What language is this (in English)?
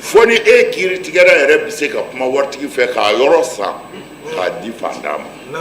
Bambara